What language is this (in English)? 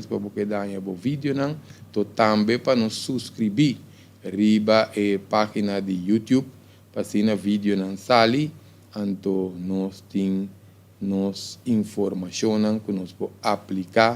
Papiamento